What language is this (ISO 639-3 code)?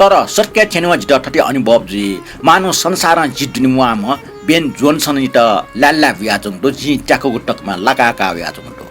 new